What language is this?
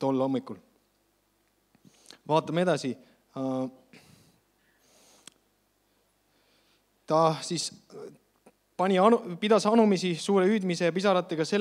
Estonian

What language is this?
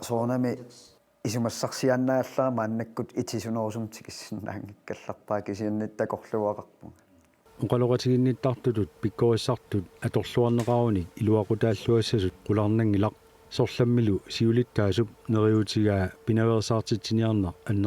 Kalaallisut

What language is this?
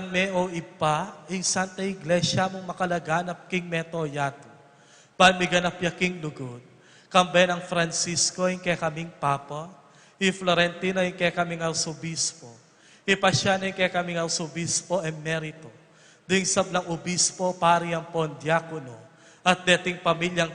Pampanga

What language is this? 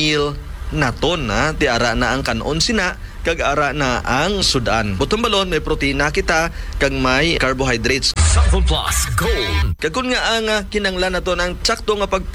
Hiligaynon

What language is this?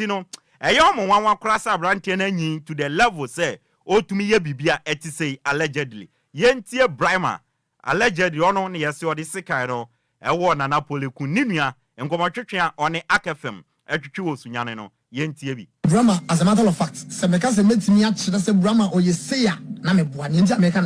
Akan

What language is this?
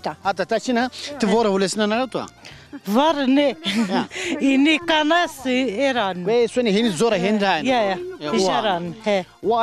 Zaza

